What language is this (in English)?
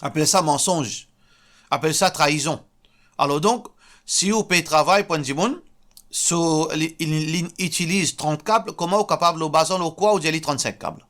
Morisyen